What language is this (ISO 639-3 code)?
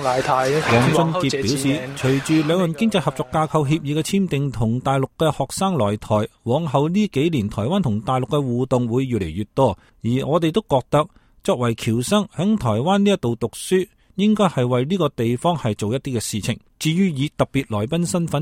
yue